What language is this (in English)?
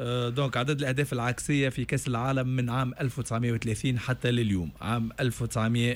Tunisian Arabic